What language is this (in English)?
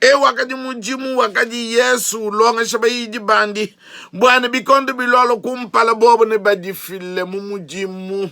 Luba-Lulua